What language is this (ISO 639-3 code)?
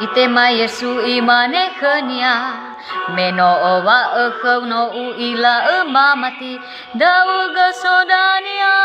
nia